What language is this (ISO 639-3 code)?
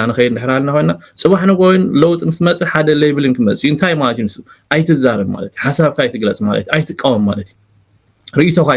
tir